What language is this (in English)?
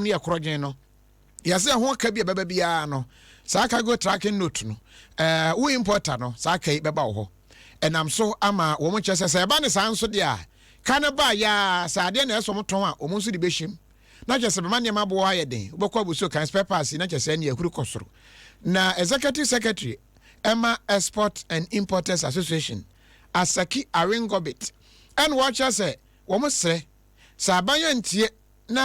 Akan